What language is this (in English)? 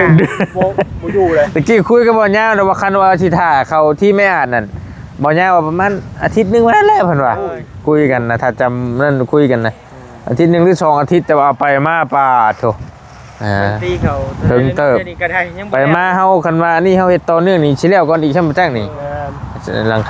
Northeastern Thai